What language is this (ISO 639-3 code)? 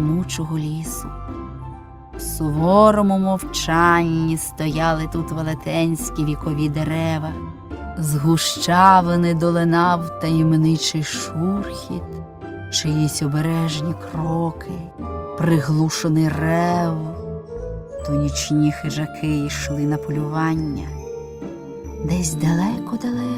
ukr